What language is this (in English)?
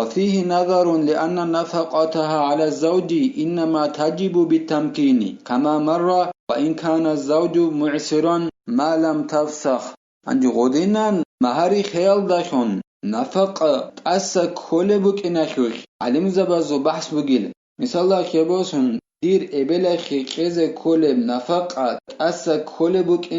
Avaric